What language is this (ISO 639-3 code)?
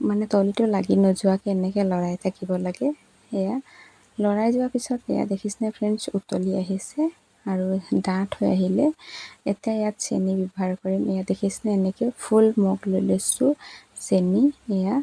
asm